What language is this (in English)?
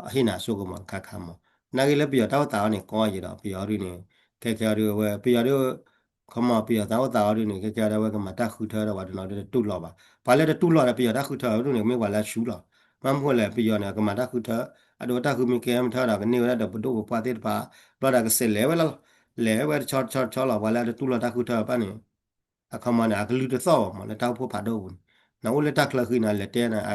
S'gaw Karen